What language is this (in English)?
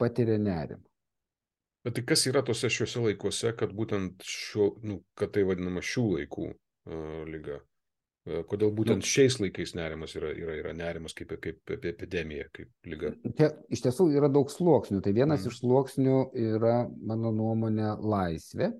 Lithuanian